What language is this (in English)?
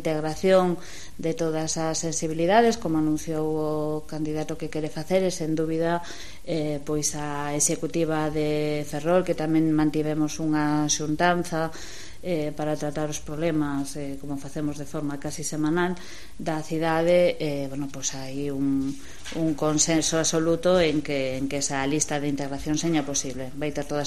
Galician